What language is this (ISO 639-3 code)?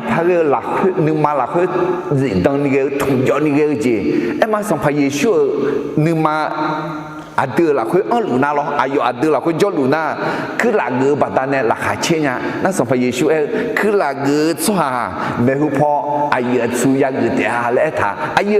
ahk